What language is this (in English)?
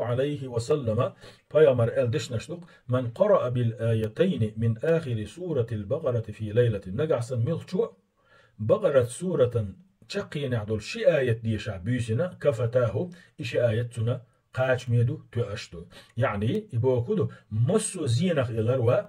Chechen